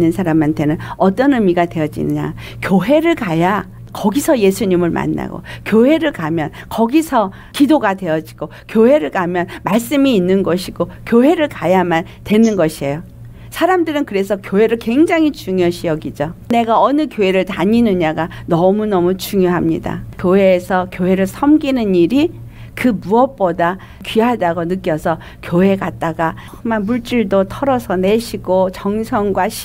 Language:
Korean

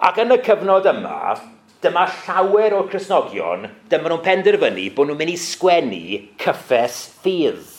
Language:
Welsh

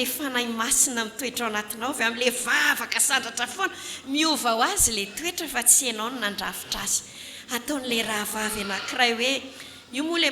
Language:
Malagasy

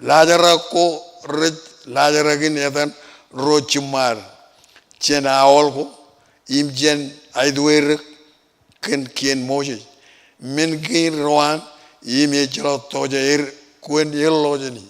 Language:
Marshallese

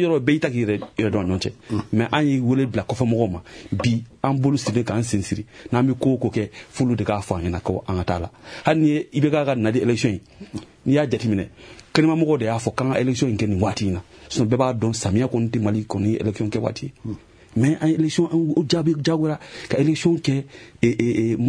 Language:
Bambara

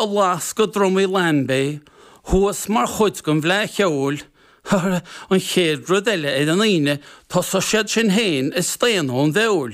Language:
Irish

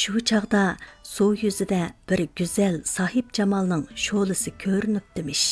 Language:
Uyghur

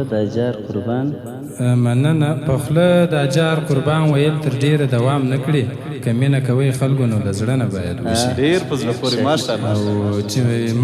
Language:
Pashto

